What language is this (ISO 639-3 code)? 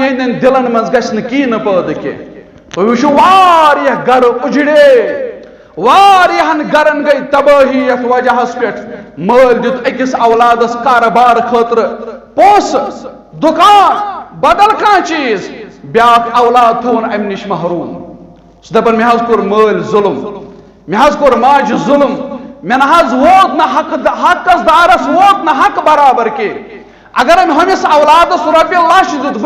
kas